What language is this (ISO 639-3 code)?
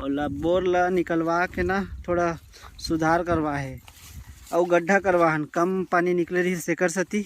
hne